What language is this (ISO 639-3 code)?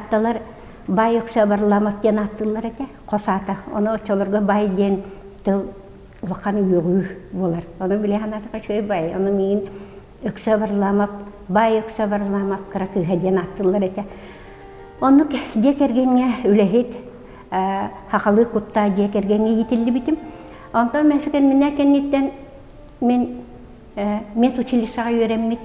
sah